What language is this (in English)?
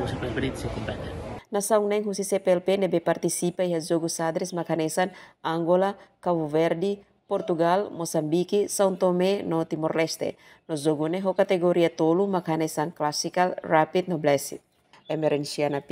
Tetum